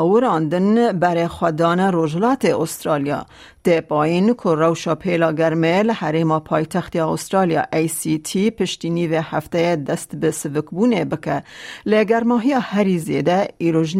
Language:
Kurdish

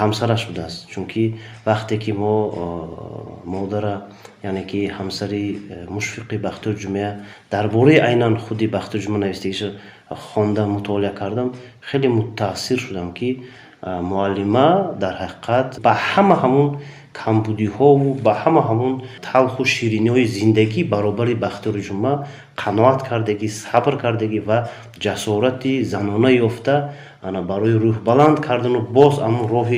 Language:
Tajik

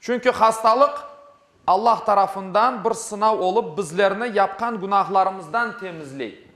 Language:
Crimean Tatar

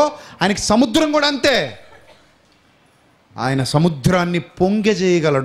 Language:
Telugu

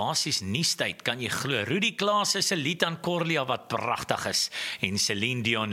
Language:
Afrikaans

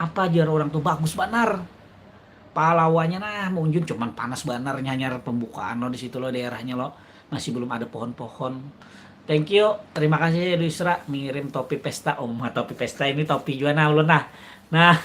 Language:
Banjar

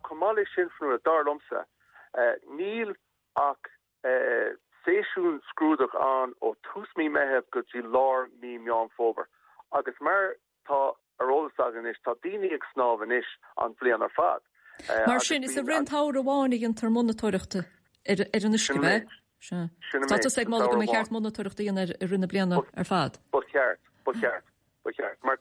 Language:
Irish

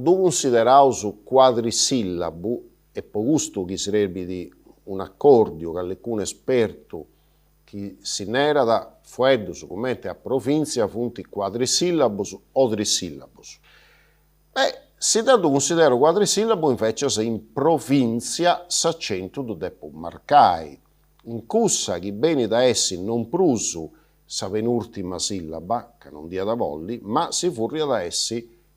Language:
Sardinian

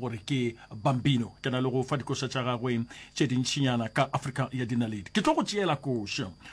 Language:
Northern Sotho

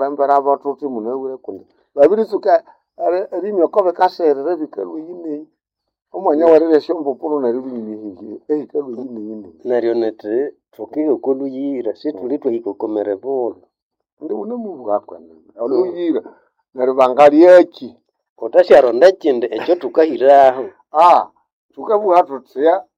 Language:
Nande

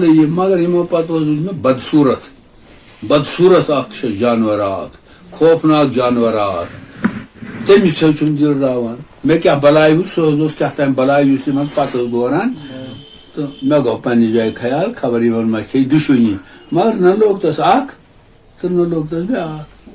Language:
Kashmiri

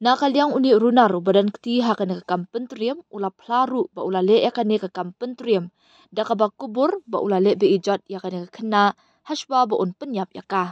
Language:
Khasi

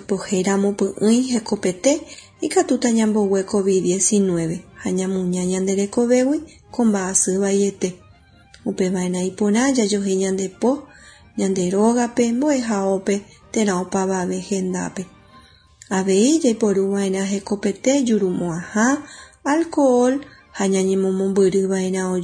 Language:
Guarani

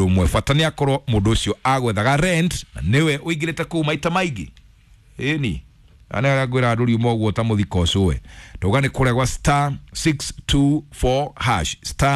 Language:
Kikuyu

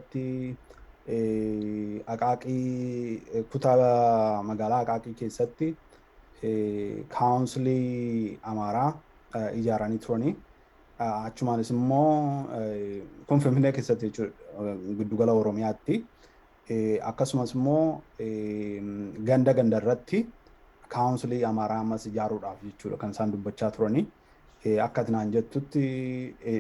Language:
Oromo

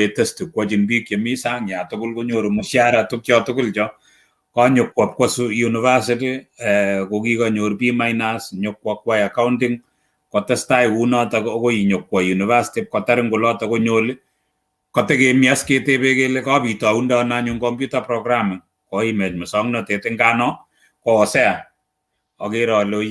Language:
Kalenjin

